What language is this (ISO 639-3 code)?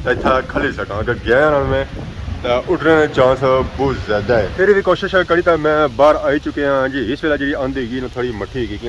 phr